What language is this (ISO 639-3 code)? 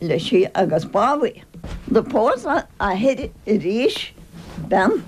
gle